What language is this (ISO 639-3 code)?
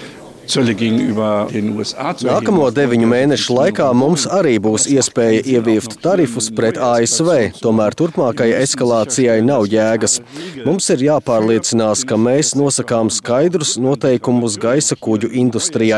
lav